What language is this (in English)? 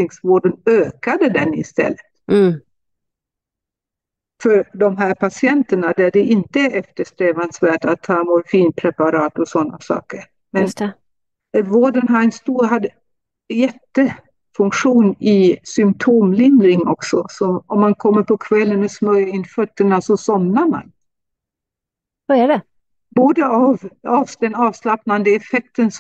Swedish